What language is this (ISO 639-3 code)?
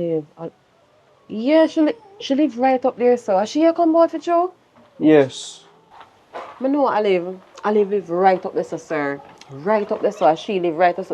jam